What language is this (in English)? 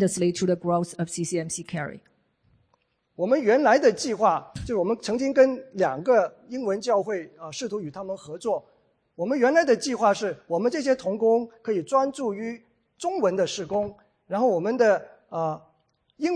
Chinese